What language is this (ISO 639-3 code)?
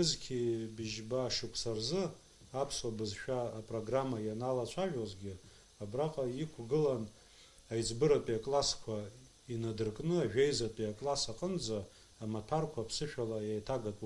abk